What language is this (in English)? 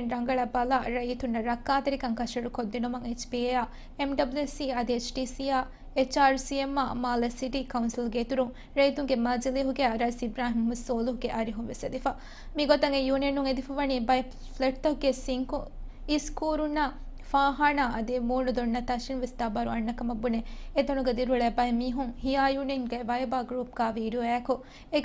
Divehi